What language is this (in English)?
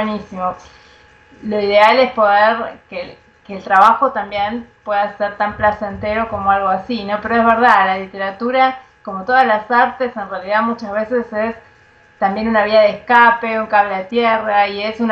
Spanish